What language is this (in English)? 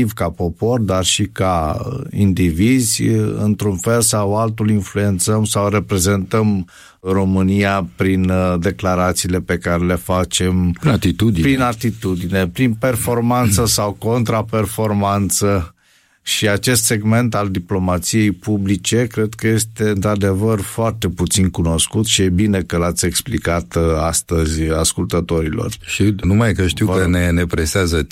Romanian